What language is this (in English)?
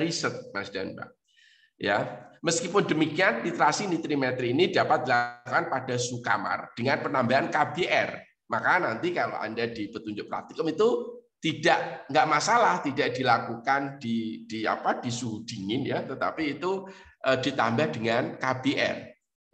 Indonesian